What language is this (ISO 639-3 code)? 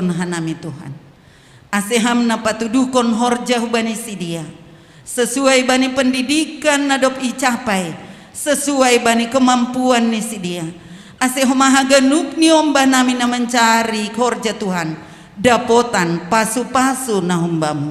bts